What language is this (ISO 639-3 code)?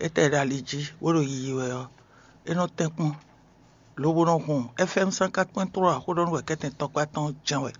fon